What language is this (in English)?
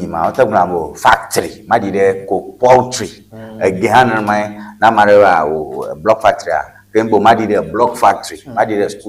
Ewe